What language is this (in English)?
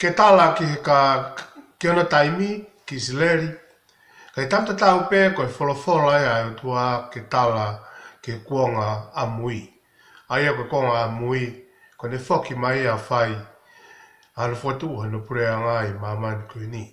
Tongan